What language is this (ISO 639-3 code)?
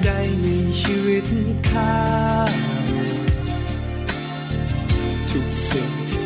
tha